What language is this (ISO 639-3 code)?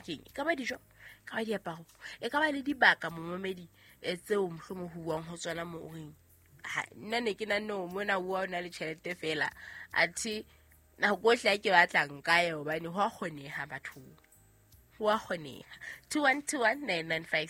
sot